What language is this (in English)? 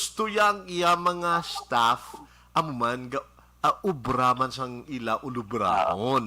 Hiligaynon